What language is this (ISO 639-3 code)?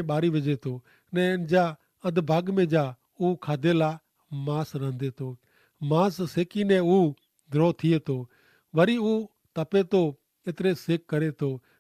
kfr